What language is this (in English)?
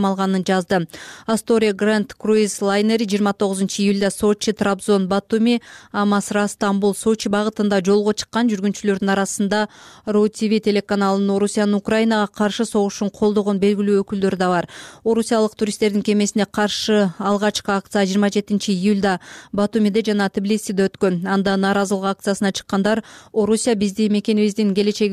Kyrgyz